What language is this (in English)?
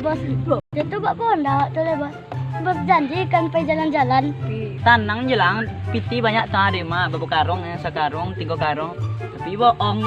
Minangkabau